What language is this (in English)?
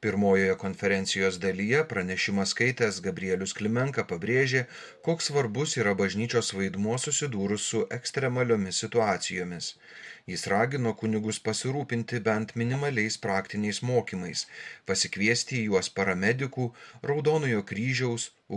Lithuanian